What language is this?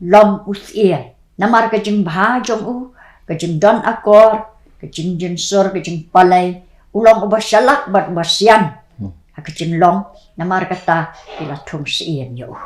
Khasi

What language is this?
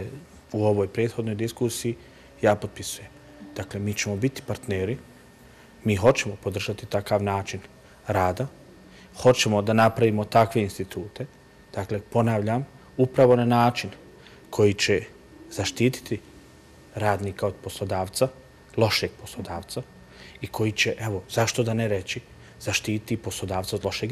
Bosnian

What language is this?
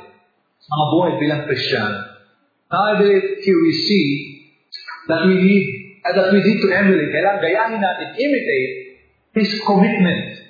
Filipino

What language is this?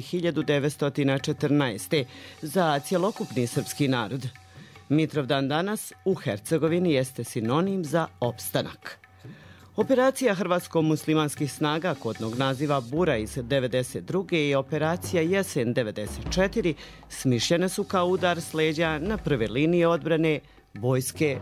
Bosnian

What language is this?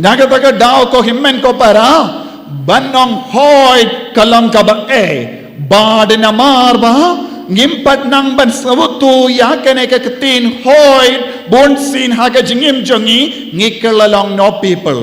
Khasi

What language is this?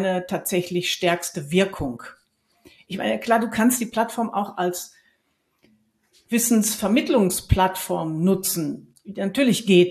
German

